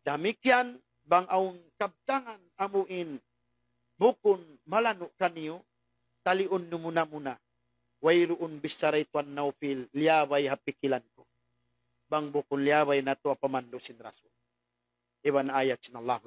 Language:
Tausug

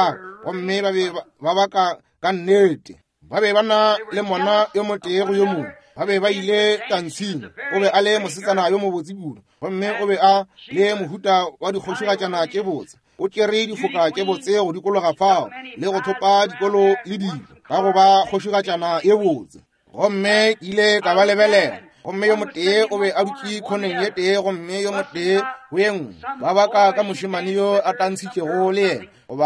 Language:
Northern Sotho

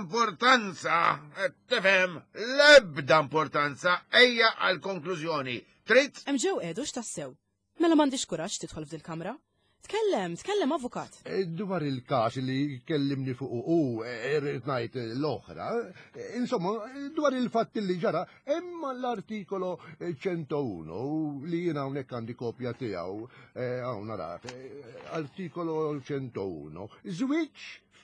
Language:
Maltese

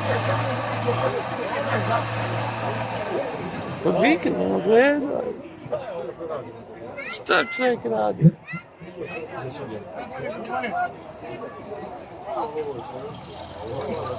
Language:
Croatian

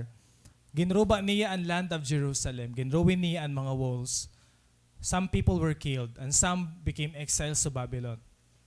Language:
Waray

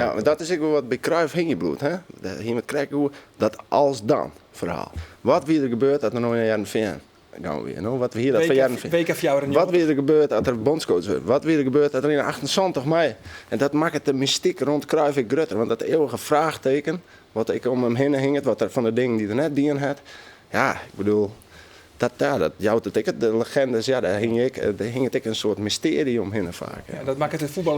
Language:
Western Frisian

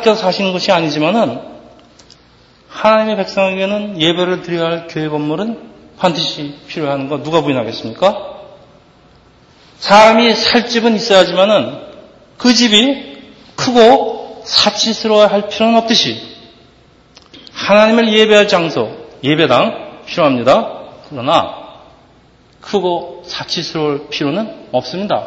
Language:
Korean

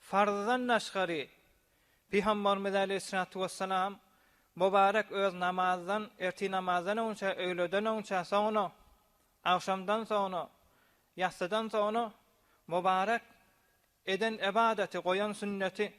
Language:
Turkmen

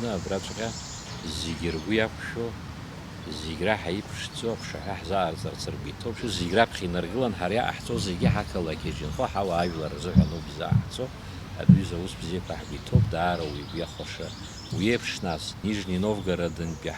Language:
Abkhazian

